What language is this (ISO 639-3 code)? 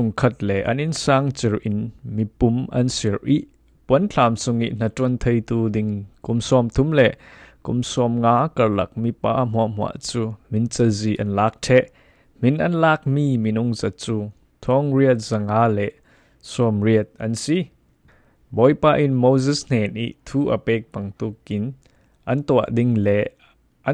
cfm